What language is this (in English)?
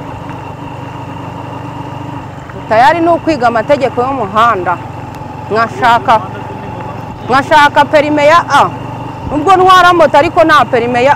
Kinyarwanda